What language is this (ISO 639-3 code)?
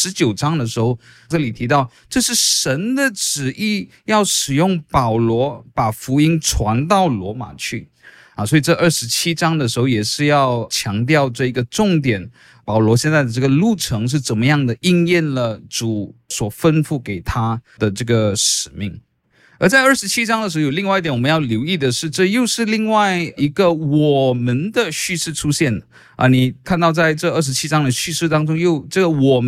zho